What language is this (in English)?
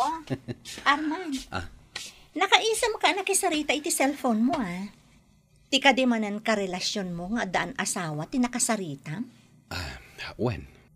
Iloko